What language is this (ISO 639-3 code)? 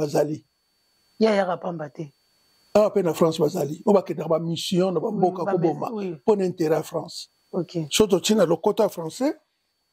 lin